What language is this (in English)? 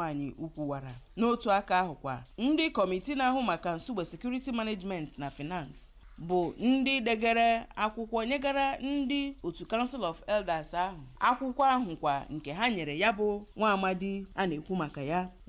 Igbo